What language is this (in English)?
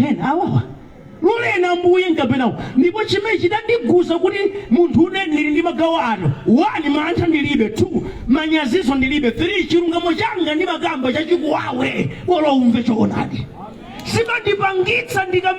Nyanja